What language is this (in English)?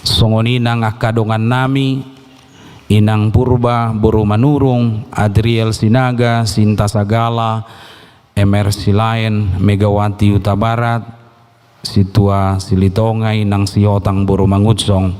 Batak Toba